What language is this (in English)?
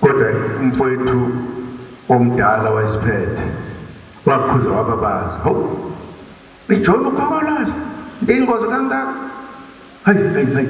Zulu